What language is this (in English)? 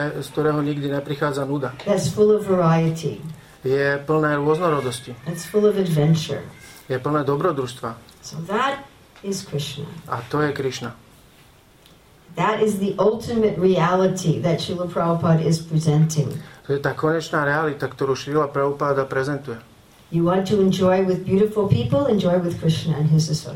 Slovak